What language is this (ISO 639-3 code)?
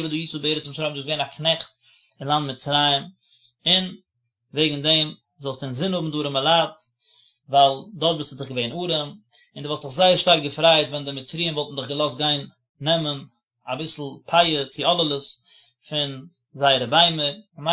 yid